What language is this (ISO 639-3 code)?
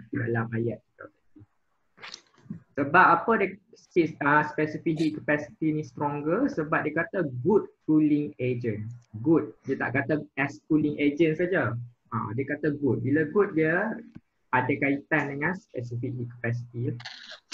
msa